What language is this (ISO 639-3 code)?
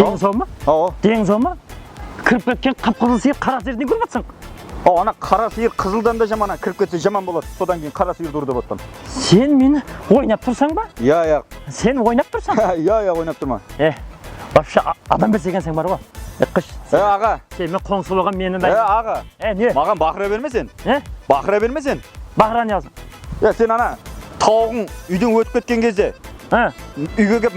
kaa